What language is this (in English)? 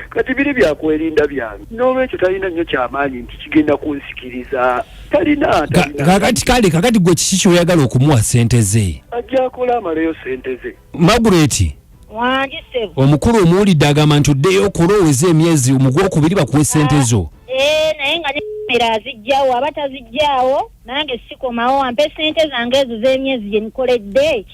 Ganda